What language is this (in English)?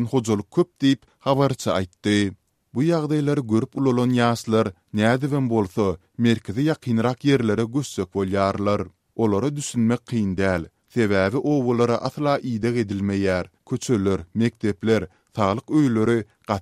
Turkmen